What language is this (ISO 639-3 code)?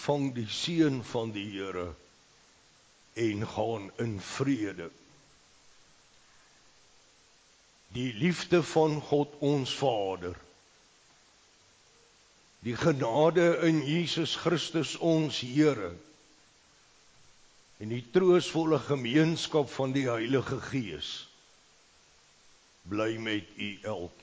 afr